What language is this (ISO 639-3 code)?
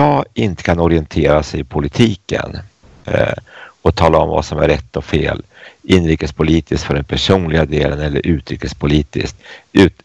swe